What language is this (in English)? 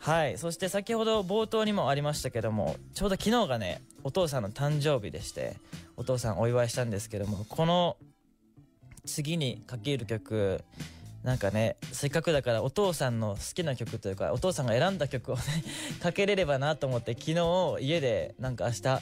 Japanese